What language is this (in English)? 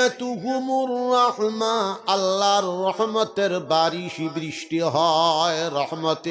Sylheti